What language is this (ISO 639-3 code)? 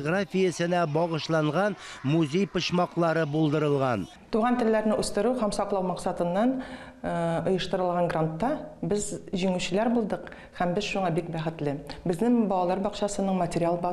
tat